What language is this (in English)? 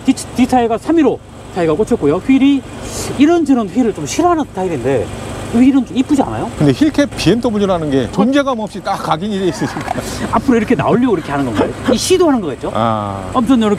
Korean